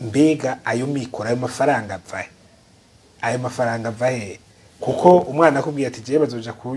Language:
Rundi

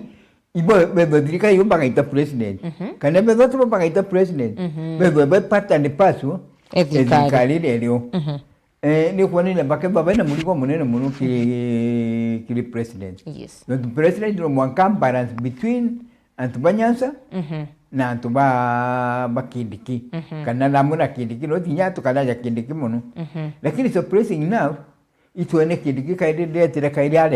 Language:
Meru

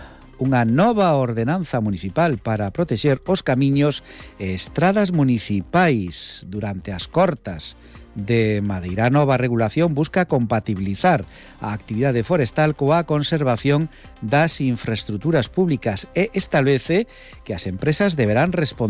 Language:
Galician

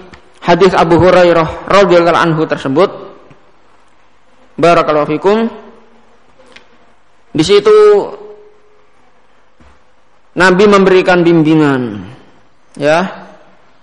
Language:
Indonesian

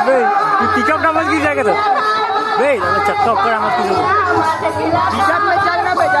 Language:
Chhattisgarhi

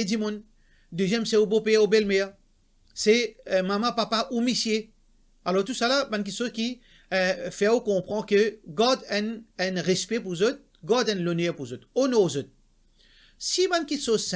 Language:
Morisyen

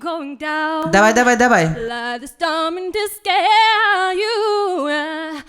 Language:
Tatar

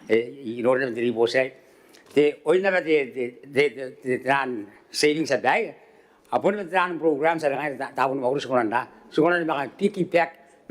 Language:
Gilbertese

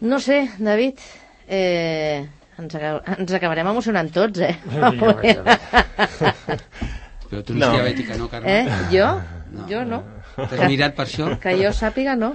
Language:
Catalan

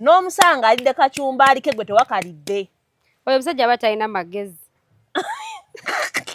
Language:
Ganda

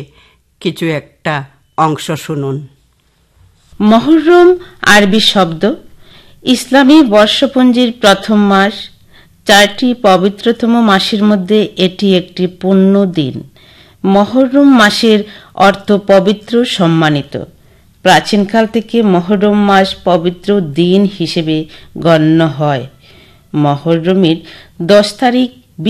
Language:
Bangla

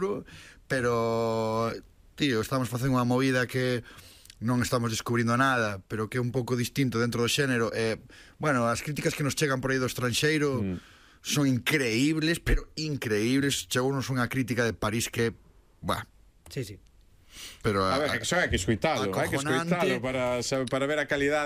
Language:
Galician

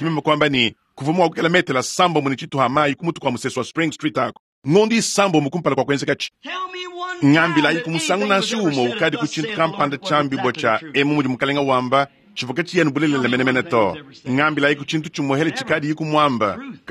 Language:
Luba-Lulua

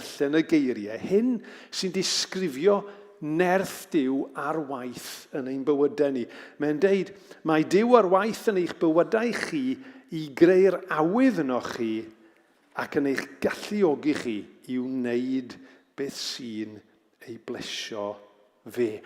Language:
Welsh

